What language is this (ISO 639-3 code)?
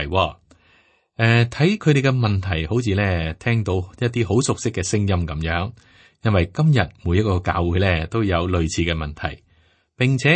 yue